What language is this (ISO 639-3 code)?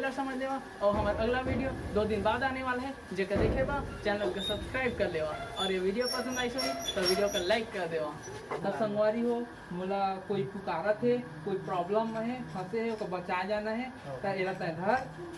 hne